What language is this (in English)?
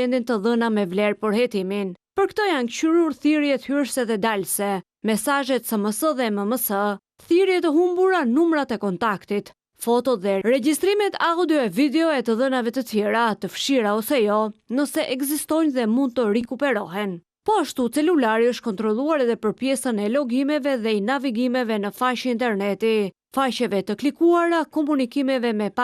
Albanian